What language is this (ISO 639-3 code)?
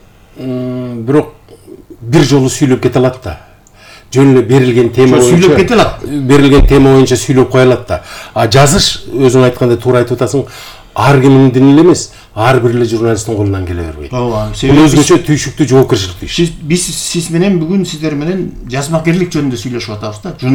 kir